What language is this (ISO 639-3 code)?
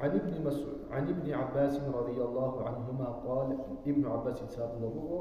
ava